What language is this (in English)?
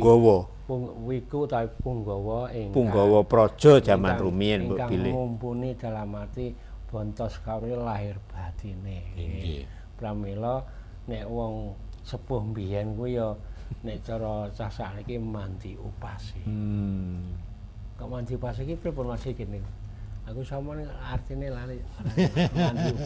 Javanese